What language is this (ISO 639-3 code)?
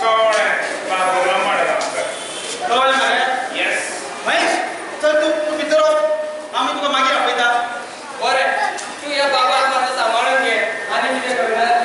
kok